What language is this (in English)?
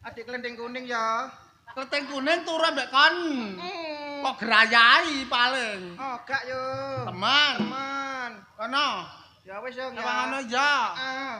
Javanese